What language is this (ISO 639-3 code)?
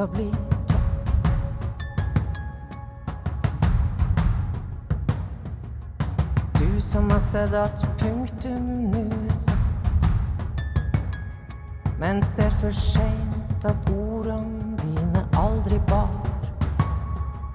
swe